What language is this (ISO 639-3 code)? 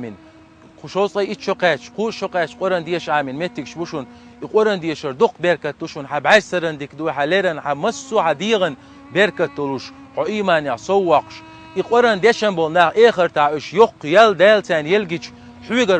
che